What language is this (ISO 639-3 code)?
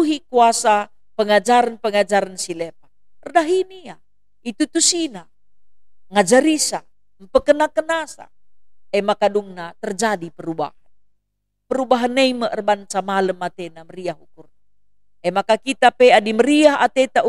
btx